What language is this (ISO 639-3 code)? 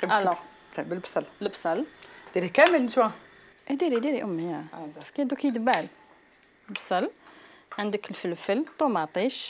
arq